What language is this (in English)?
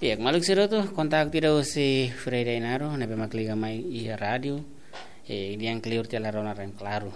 Tetum